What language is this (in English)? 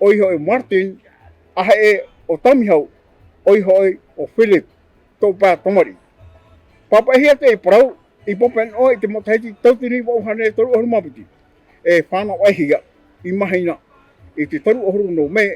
Tahitian